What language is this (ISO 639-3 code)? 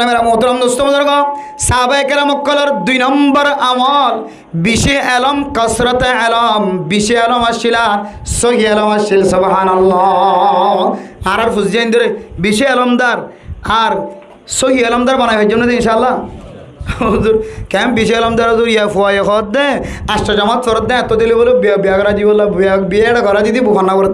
rhg